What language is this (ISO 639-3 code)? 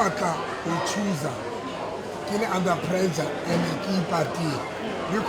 sot